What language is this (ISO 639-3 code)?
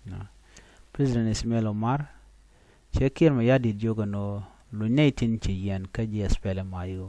nus